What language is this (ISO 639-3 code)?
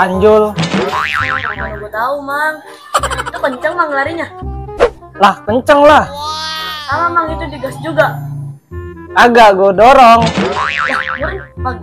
bew